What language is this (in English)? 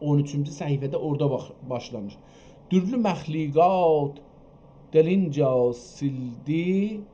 South Azerbaijani